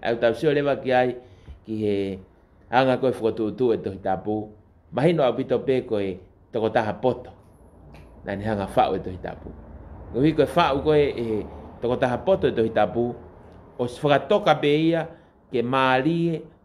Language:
Tongan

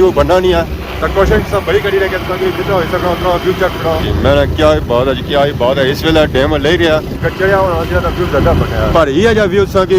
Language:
Pahari-Potwari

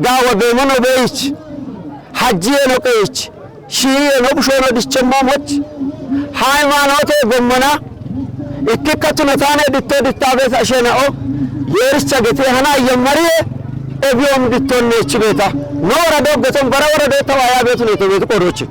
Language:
Kafa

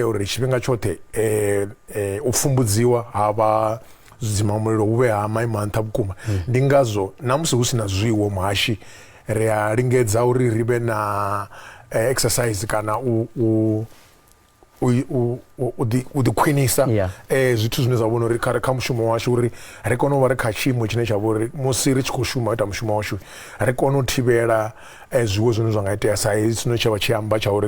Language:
Venda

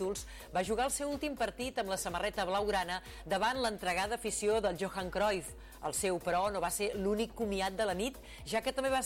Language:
Catalan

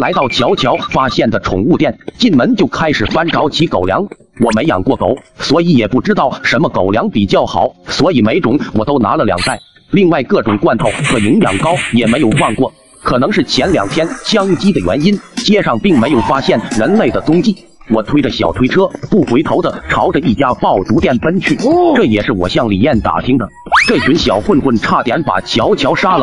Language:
Chinese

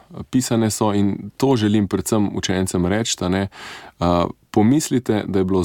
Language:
Slovenian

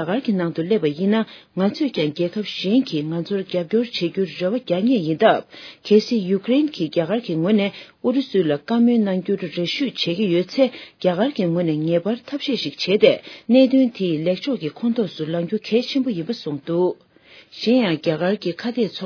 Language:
Tibetan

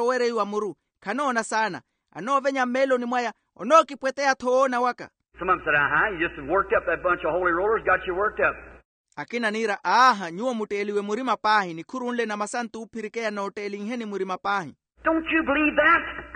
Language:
Makhuwa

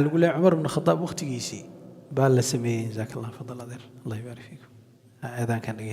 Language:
Somali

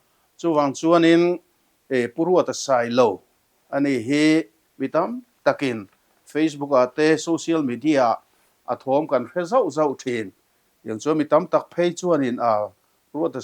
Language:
Mizo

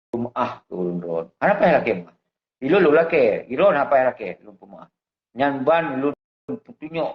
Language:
Achinese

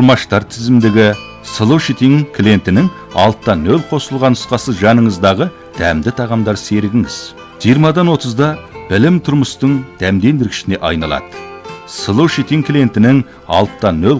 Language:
Kazakh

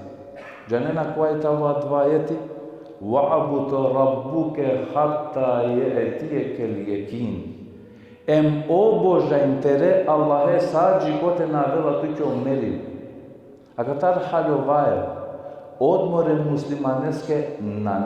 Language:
Balkan Romani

